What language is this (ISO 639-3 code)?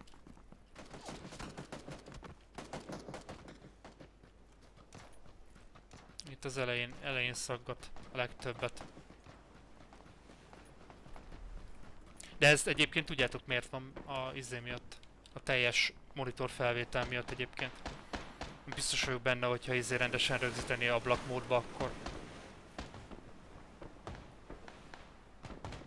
hun